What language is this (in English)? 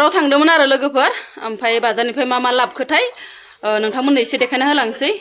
Bodo